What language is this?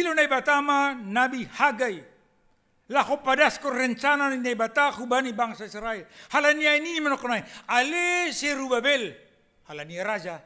Batak Simalungun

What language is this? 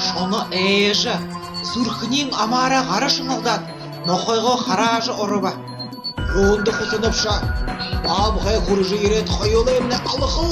Buriat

